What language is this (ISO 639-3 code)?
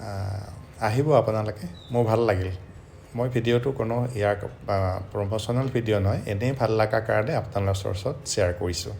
asm